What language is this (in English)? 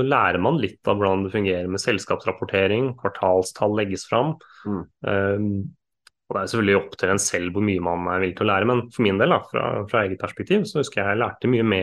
Norwegian